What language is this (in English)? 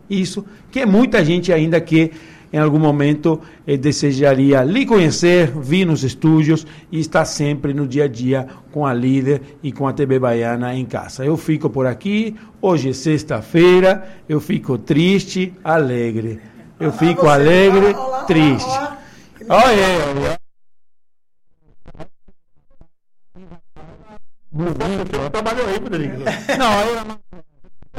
Portuguese